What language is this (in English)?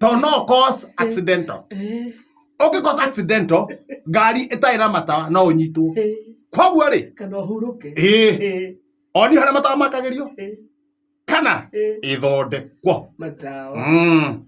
Kikuyu